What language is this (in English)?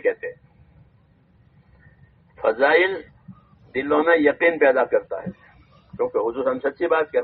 Urdu